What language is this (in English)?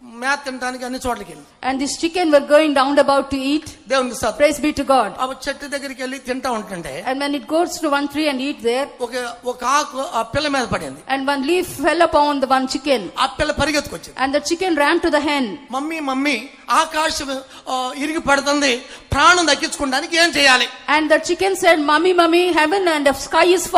Telugu